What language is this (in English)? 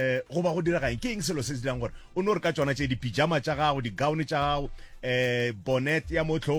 Northern Sotho